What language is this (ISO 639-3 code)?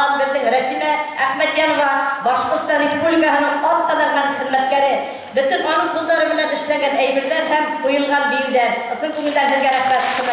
bak